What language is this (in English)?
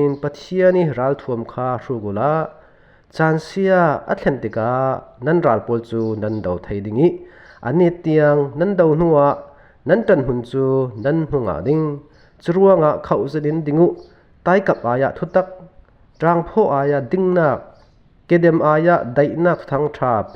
Falam Chin